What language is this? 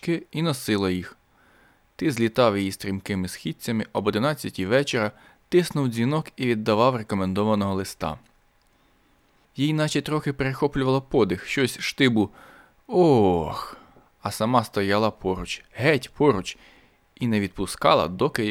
Ukrainian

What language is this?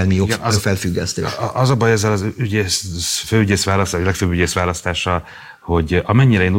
Hungarian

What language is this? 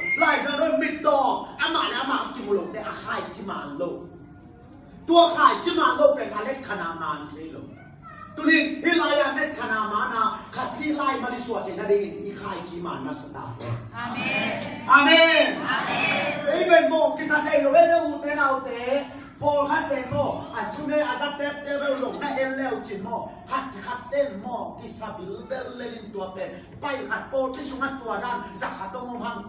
Tedim Chin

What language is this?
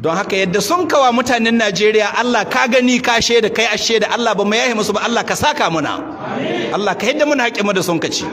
Hausa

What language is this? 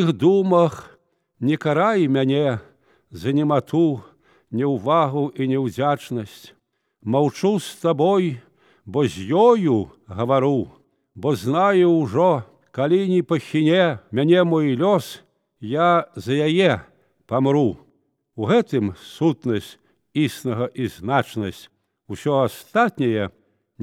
Belarusian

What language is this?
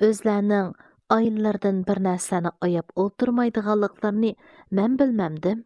Uyghur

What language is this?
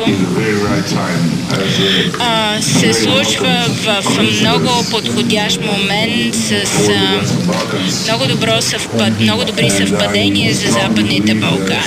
Bulgarian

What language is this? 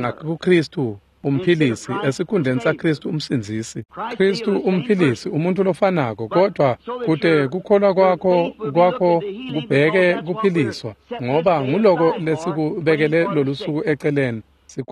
Swati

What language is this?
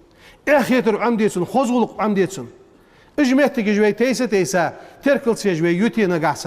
Ingush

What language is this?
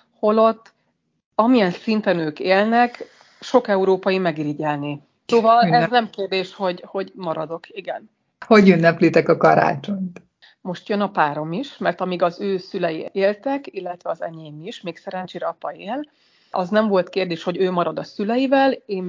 Hungarian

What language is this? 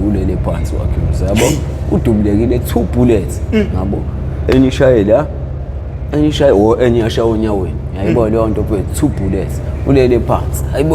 Zulu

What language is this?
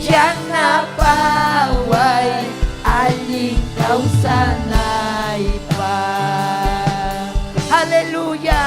Ayacucho Quechua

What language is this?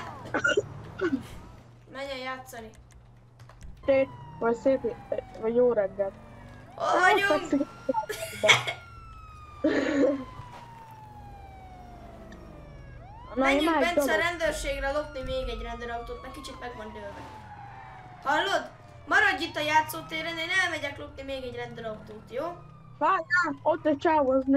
Hungarian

